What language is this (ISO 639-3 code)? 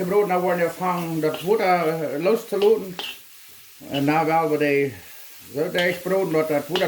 pdt